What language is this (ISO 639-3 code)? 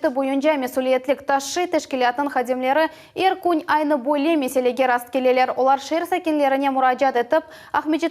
crh